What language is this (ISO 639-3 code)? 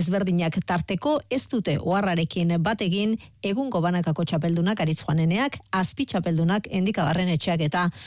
eus